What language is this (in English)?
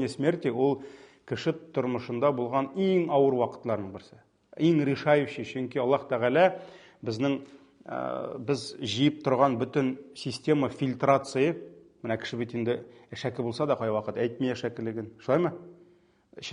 Tatar